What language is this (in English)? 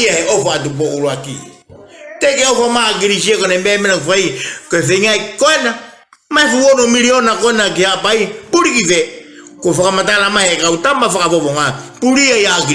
Tongan